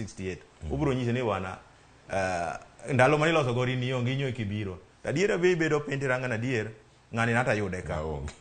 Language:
Luo (Kenya and Tanzania)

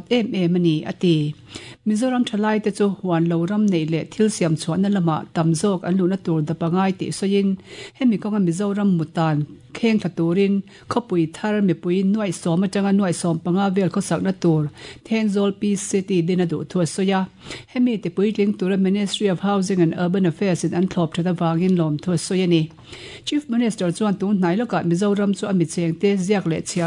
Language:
Mizo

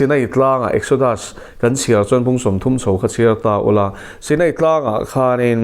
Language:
Mizo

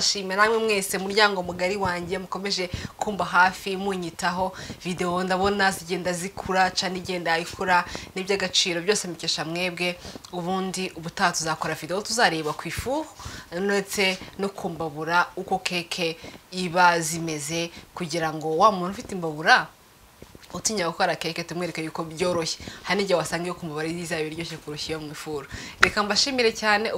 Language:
Kinyarwanda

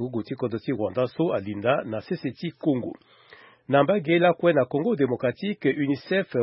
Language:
Sango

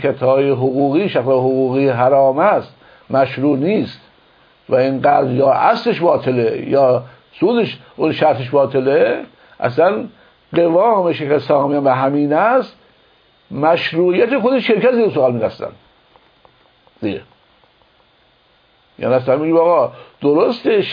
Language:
Persian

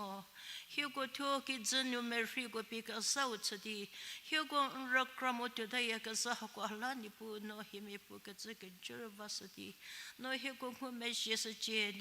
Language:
Angami Naga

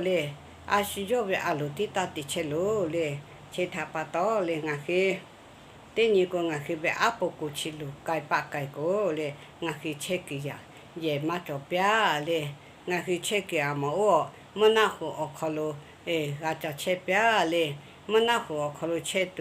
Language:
Lahu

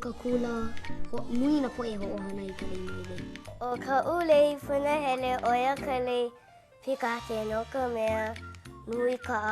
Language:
Hawaiian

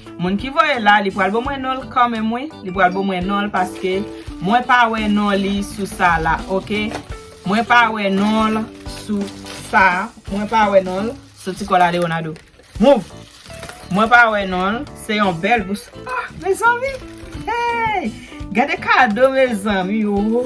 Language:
Haitian Creole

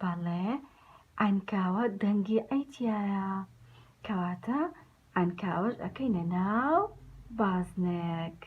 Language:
Central Kurdish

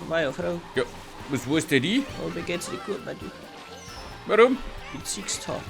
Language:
Bavarian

